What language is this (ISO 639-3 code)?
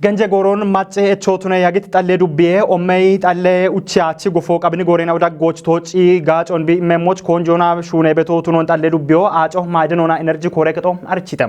kbr